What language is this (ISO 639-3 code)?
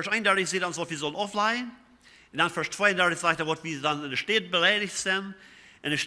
pdt